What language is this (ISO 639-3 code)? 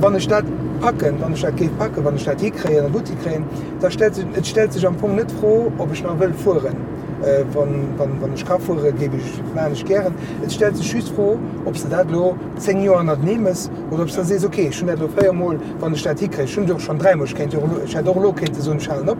ltz